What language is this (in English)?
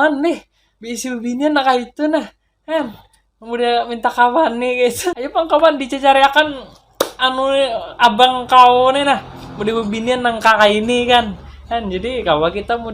Banjar